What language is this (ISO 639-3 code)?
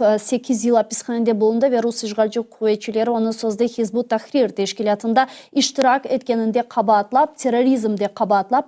crh